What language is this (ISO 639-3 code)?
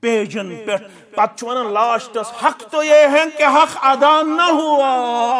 kas